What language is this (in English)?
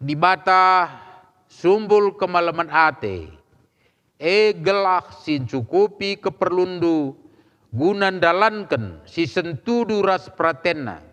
Batak Karo